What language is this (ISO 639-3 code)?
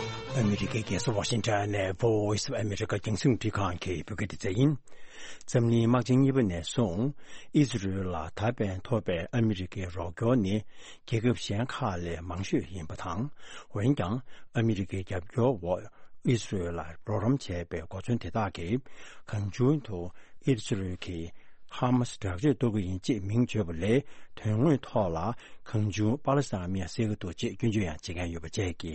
bod